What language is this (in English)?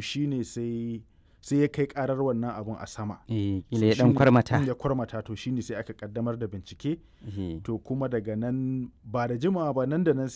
Hausa